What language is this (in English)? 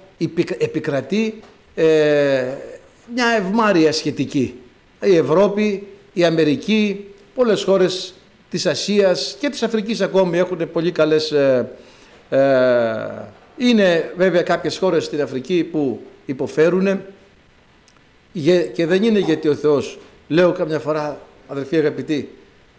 Greek